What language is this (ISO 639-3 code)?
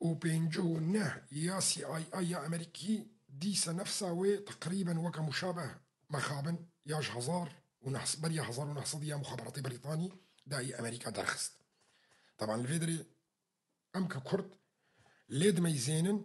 kur